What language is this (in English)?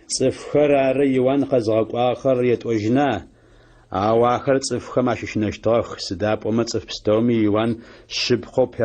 Adyghe